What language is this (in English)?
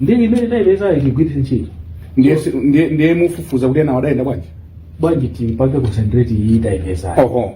Nyanja